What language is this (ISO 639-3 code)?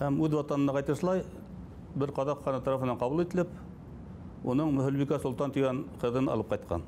bak